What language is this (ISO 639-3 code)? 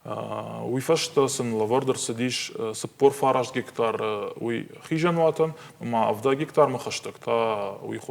oss